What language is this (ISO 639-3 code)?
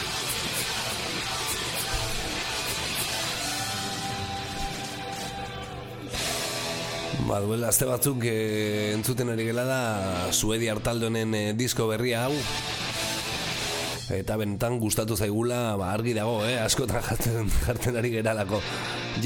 eus